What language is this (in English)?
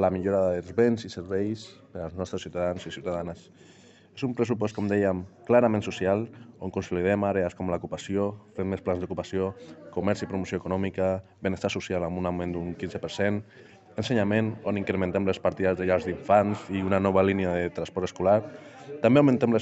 Catalan